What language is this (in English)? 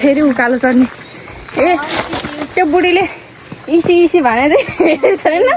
Nepali